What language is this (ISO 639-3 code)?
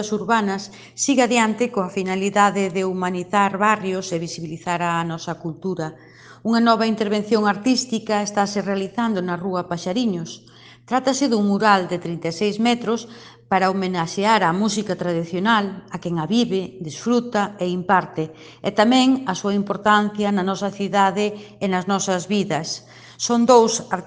glg